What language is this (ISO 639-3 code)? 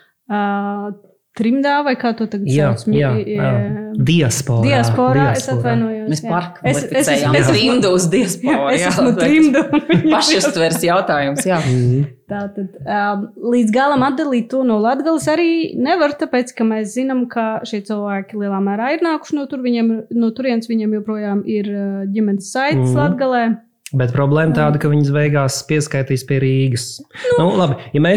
lav